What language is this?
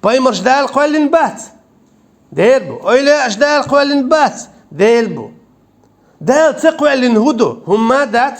Chechen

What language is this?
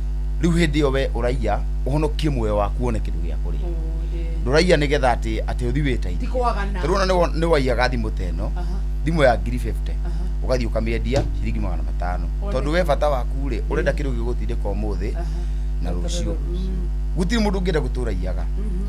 Kikuyu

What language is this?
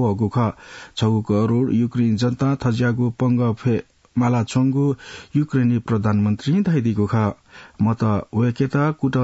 Newari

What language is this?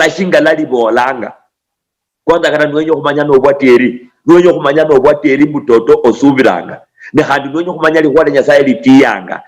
Luyia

